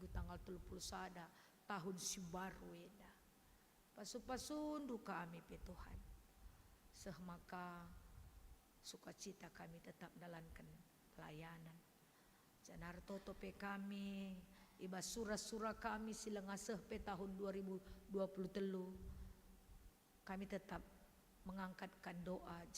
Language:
Batak Karo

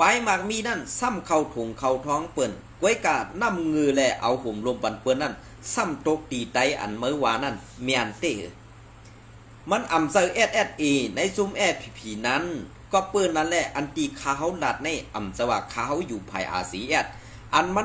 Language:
Shan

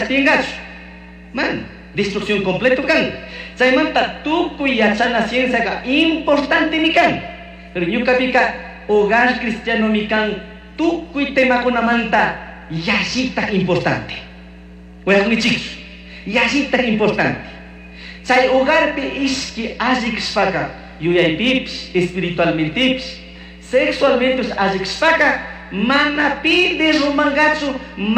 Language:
Chimborazo Highland Quichua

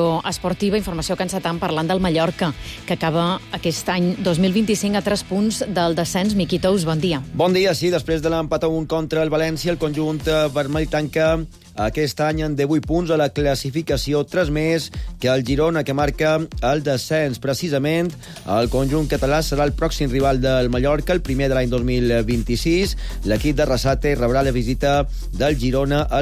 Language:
Catalan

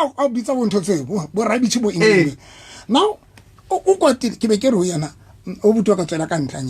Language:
Southern Sotho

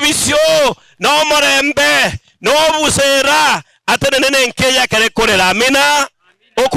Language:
Gusii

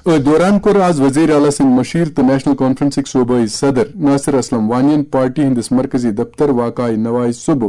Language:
Kashmiri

